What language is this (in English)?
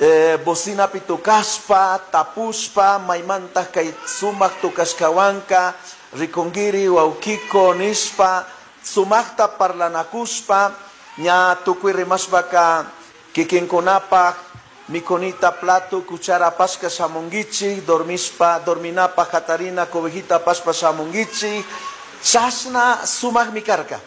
Chimborazo Highland Quichua